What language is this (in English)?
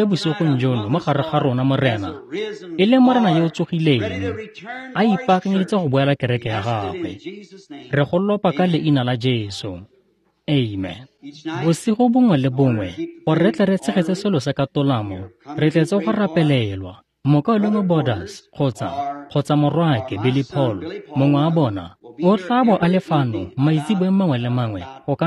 Tswana